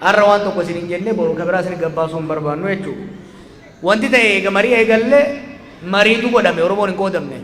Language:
Oromo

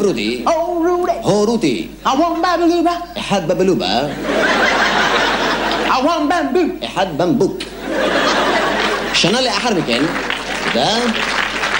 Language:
Hebrew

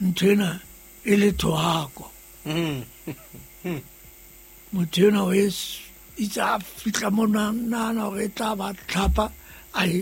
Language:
Southern Sotho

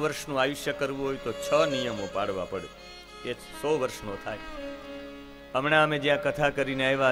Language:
Gujarati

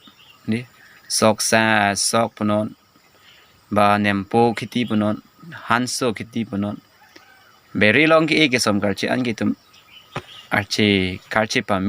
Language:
Karbi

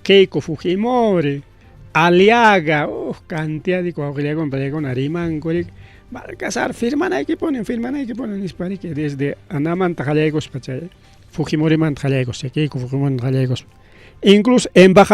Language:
Ayacucho Quechua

